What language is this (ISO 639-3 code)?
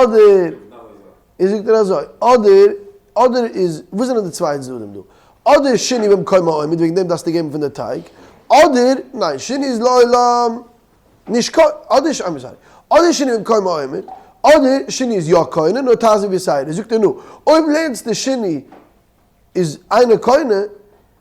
yid